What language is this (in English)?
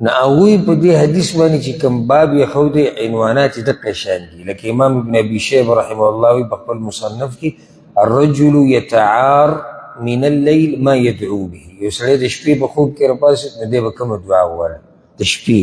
Pashto